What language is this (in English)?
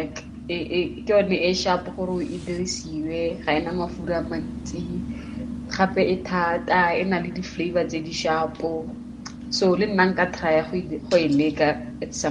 Tswana